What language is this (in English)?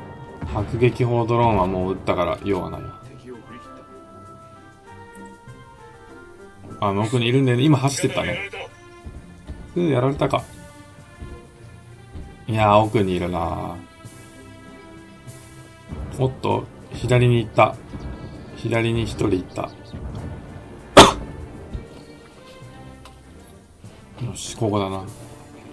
Japanese